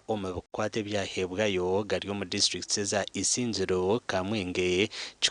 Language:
Nyankole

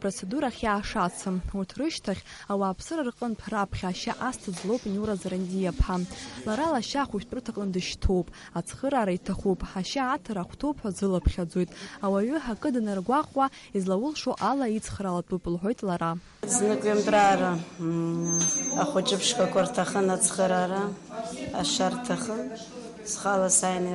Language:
Abkhazian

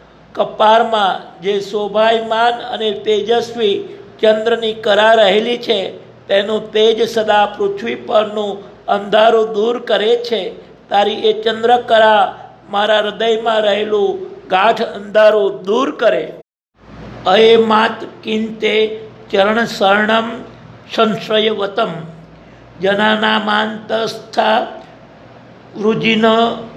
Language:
Gujarati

